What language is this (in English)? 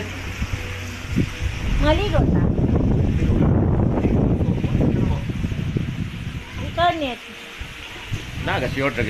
Cebuano